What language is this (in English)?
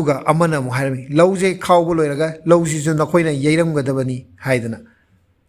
Manipuri